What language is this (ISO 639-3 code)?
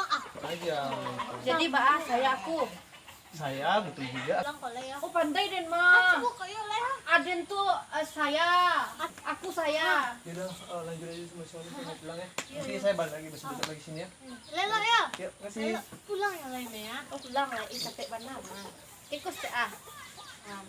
min